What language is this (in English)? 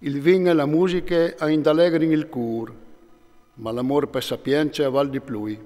Friulian